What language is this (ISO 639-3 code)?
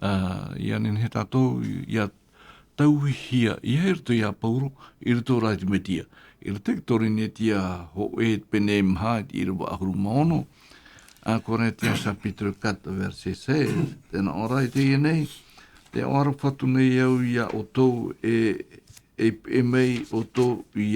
tah